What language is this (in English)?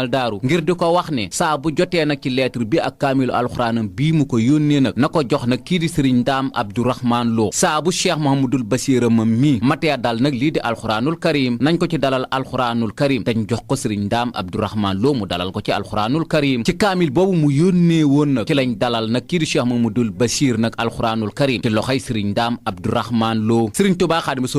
Wolof